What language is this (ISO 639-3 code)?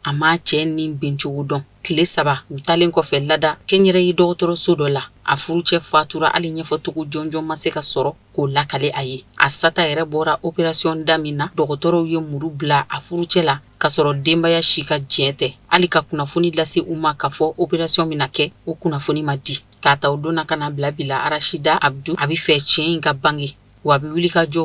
bam